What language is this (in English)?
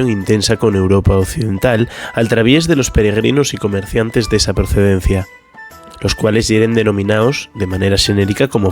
Asturian